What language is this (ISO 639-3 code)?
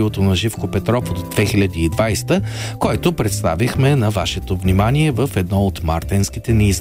bul